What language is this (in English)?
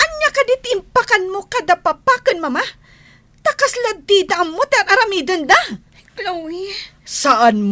Iloko